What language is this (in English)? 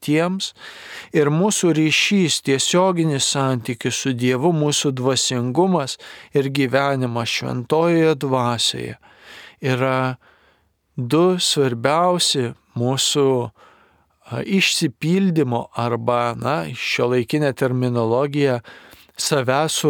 Lithuanian